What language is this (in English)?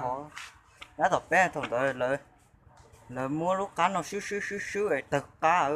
Hmong